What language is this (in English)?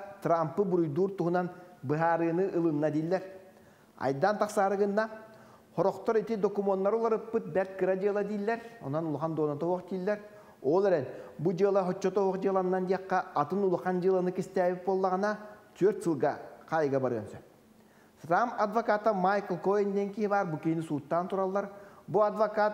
Yakut